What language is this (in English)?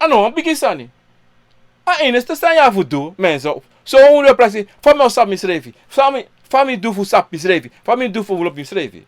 Sranan Tongo